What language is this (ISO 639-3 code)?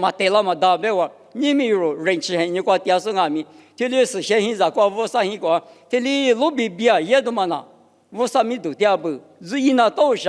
lis